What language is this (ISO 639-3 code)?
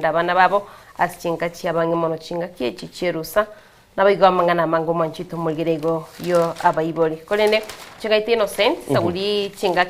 guz